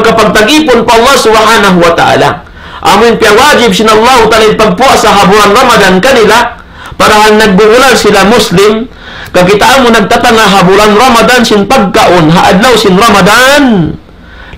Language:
Tausug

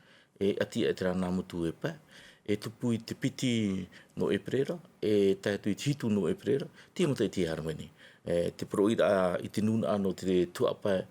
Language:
Tahitian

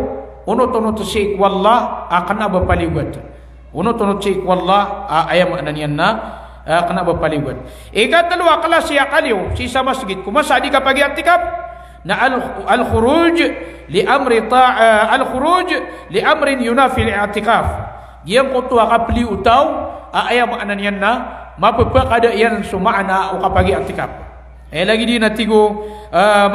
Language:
Maranao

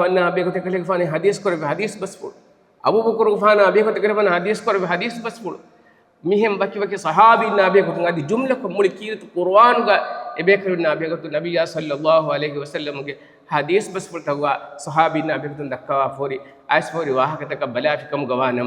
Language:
Divehi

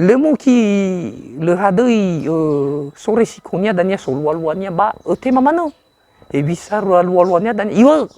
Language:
Nias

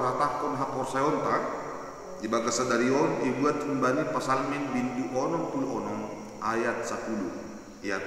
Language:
Batak Simalungun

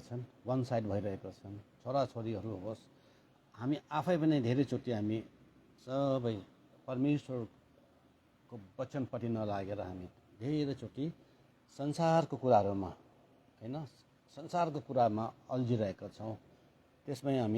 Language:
Nepali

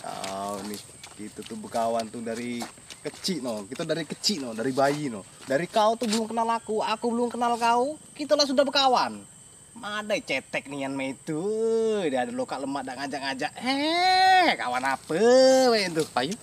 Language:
Musi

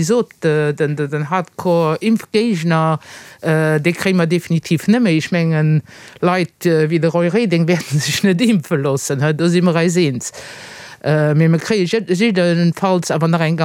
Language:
Luxembourgish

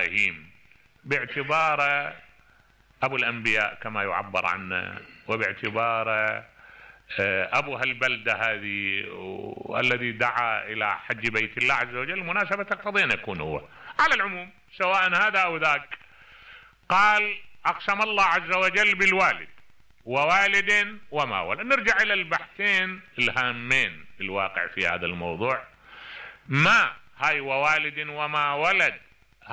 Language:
Mesopotamian Arabic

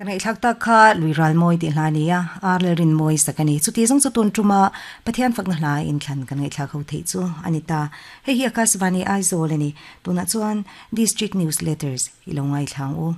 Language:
Mizo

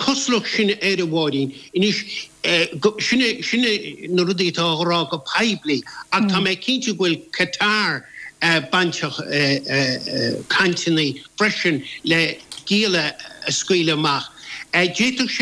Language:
Irish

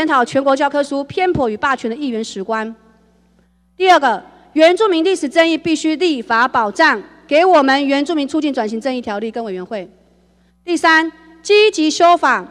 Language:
Chinese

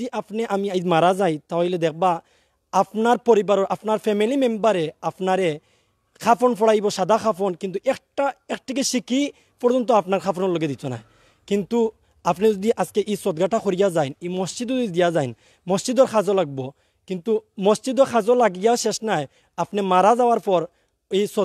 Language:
Sylheti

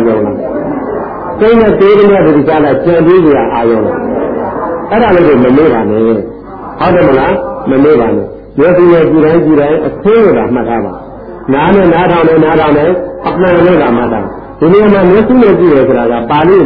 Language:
Burmese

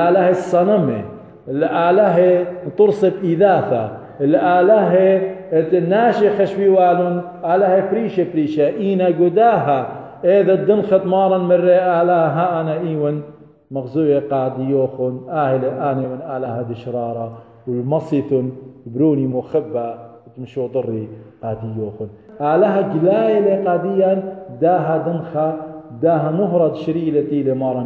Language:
Assyrian Neo-Aramaic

